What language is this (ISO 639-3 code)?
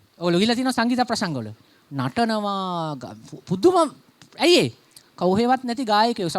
sin